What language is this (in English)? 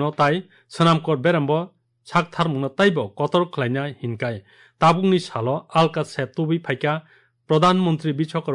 Kok Borok